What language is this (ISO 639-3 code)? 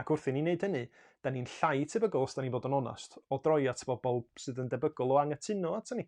cym